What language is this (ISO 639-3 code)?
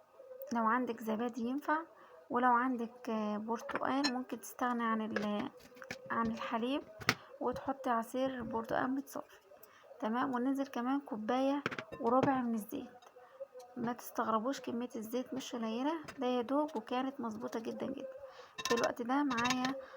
arz